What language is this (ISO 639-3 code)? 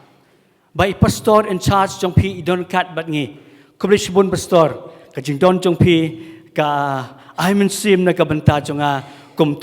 kha